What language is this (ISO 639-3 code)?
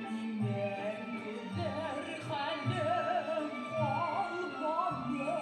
bak